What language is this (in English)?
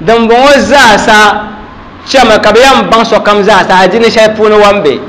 Dagbani